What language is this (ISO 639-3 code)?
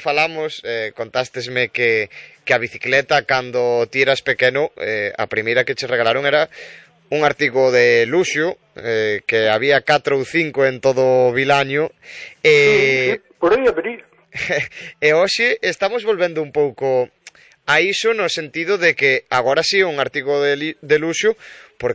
glg